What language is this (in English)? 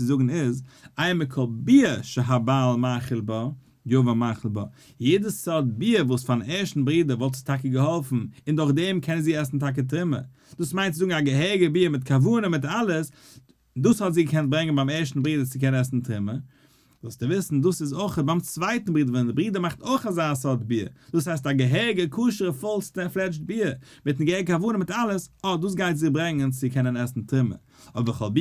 Yiddish